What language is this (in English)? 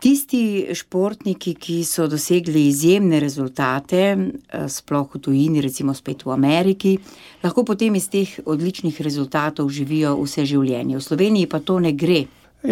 Slovenian